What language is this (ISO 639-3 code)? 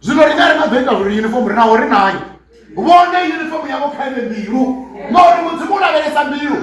ven